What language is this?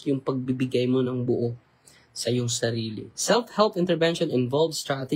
Filipino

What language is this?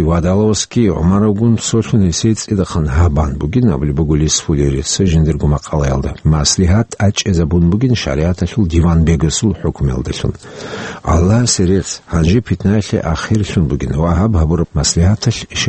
Avaric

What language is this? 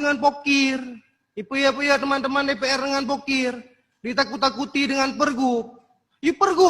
Achinese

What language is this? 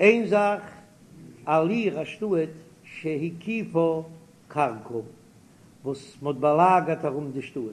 Yiddish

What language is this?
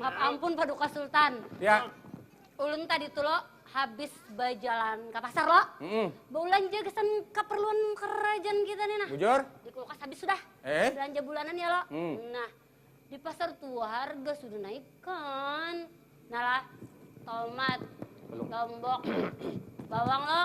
Banjar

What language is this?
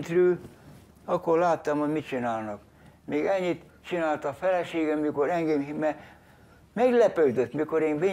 Hungarian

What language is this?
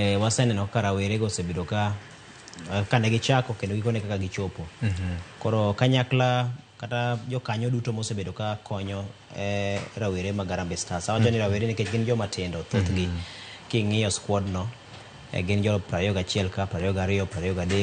Luo (Kenya and Tanzania)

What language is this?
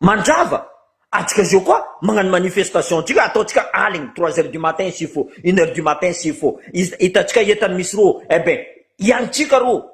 Malagasy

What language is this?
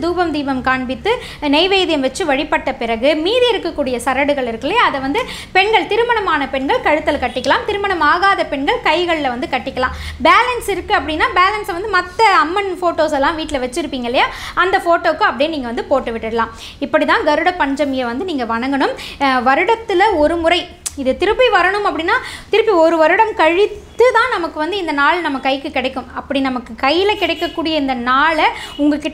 Tamil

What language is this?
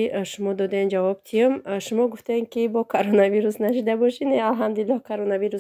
Tajik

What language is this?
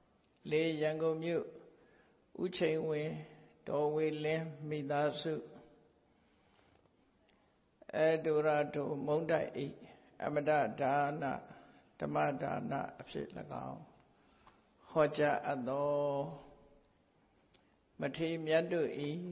Burmese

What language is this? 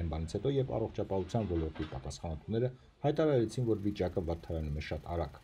Armenian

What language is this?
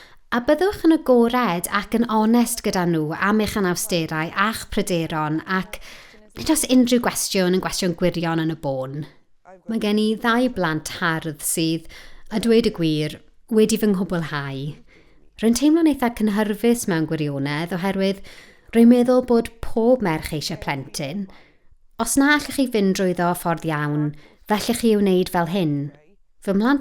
Welsh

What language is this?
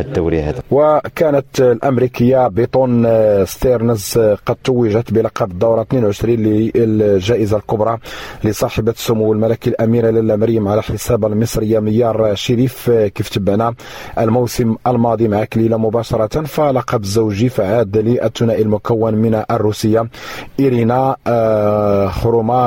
Moroccan Arabic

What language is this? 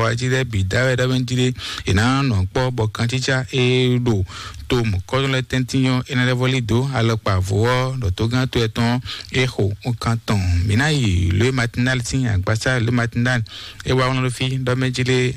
Fon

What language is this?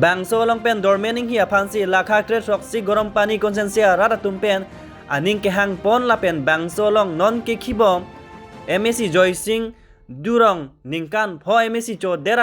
Karbi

